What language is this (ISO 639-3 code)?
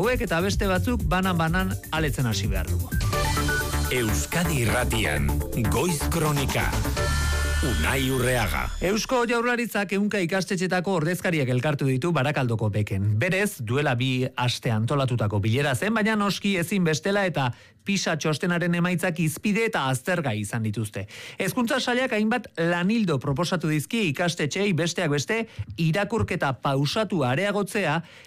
eus